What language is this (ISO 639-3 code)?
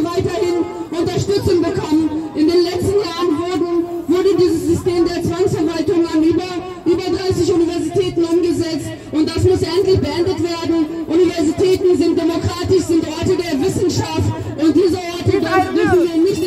deu